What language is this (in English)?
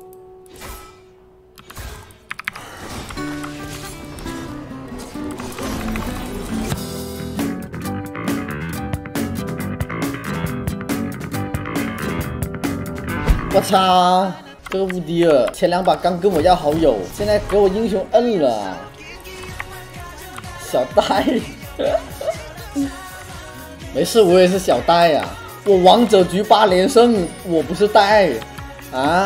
Chinese